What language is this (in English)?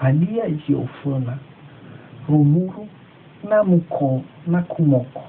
Nias